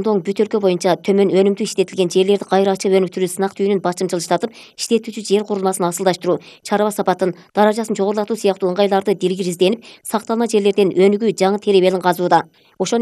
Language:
Kyrgyz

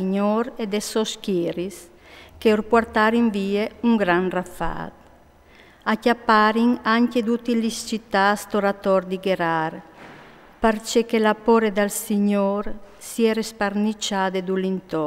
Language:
Friulian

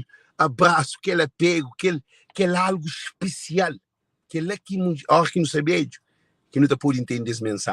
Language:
Kabuverdianu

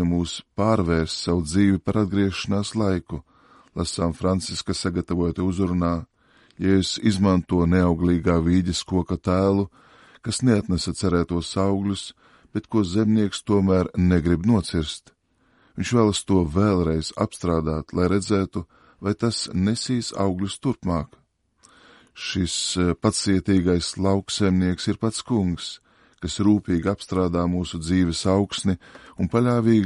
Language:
Latvian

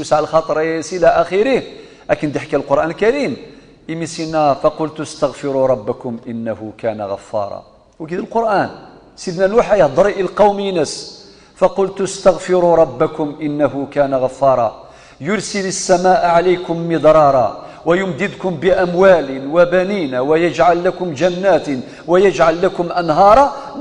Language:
Kabyle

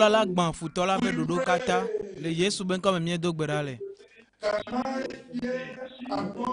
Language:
Ewe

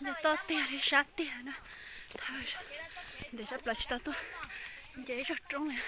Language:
Hmong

